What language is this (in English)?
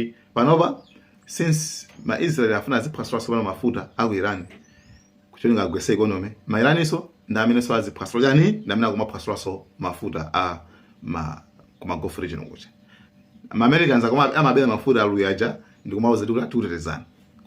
Nyanja